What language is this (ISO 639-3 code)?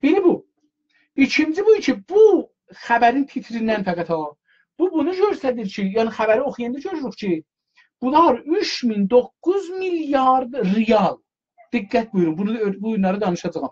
azb